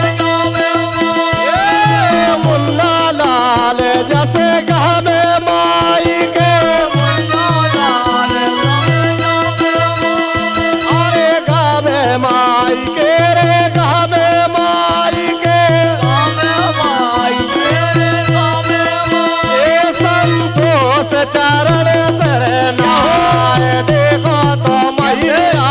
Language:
Bhojpuri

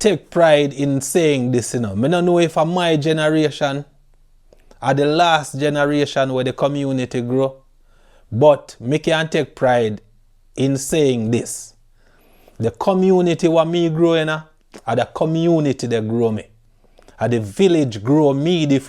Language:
Jamaican Creole English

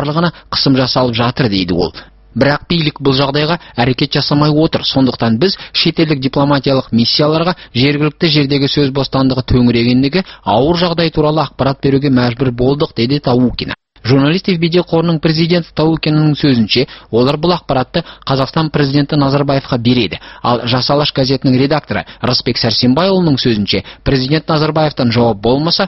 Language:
Kazakh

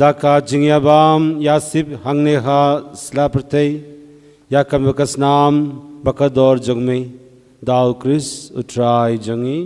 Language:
Khasi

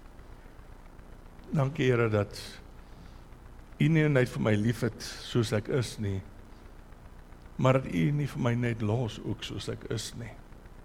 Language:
Afrikaans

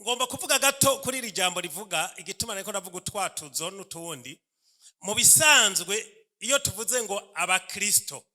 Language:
Rundi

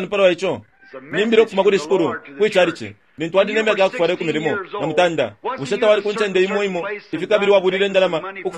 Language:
Bemba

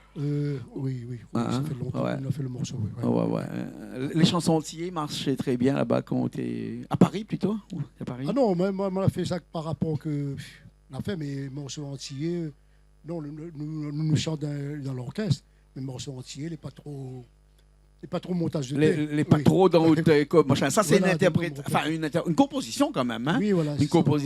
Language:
Réunion Creole French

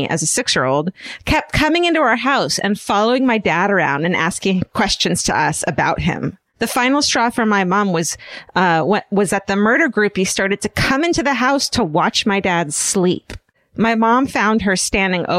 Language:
English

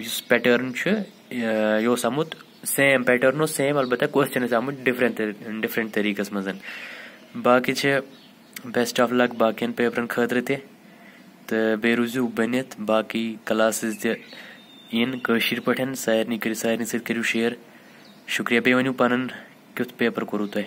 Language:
Kashmiri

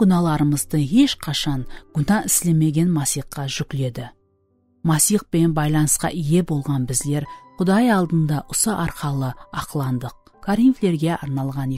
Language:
Kara-Kalpak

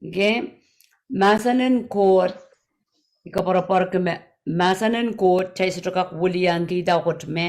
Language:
Pohnpeian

